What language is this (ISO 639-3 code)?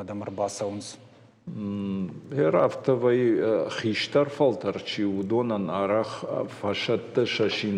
oss